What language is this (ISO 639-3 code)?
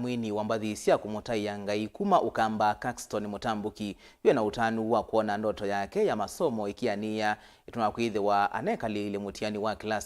kam